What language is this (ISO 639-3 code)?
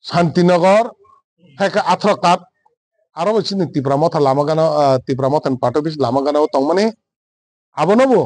trp